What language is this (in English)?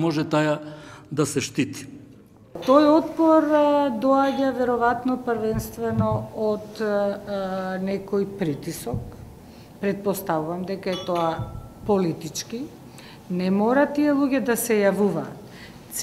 Macedonian